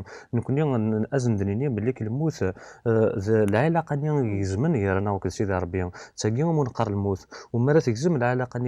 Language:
Kabyle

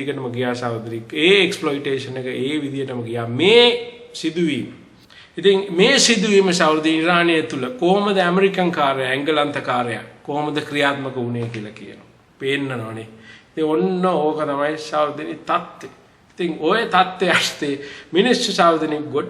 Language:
Sinhala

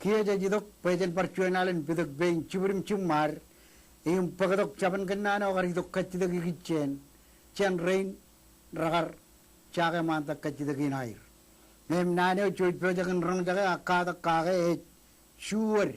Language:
Marshallese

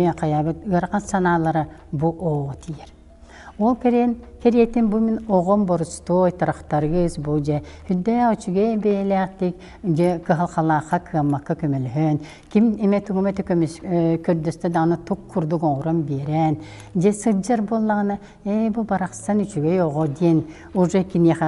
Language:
Yakut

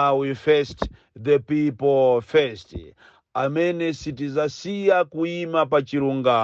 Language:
Nyanja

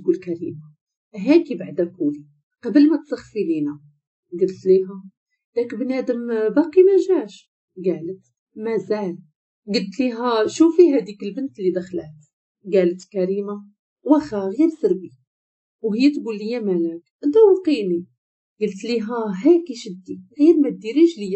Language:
Moroccan Arabic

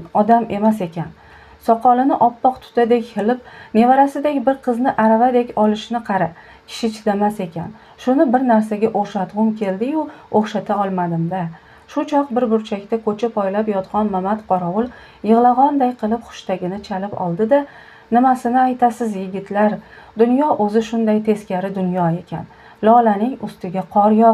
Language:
Uzbek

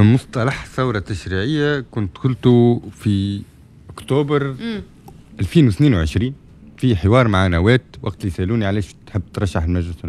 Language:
Tunisian Arabic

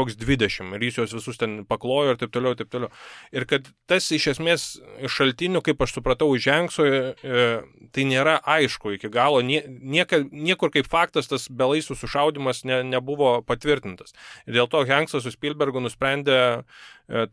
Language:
Lithuanian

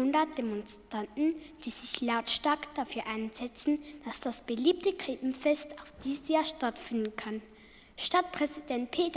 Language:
Swiss German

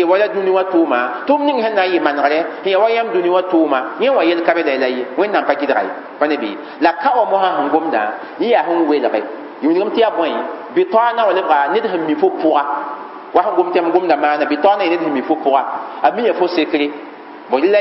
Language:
Mossi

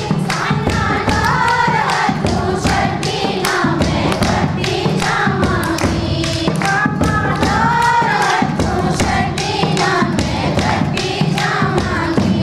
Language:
Dogri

